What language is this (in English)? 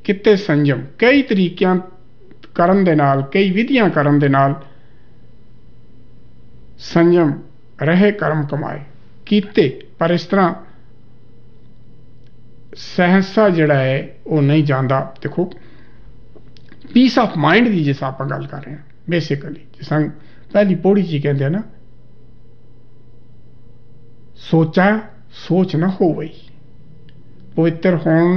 Punjabi